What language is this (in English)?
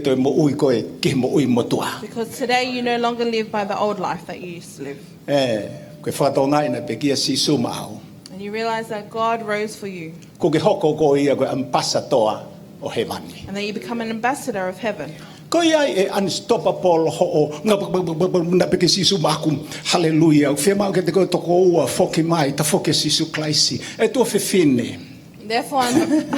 Tongan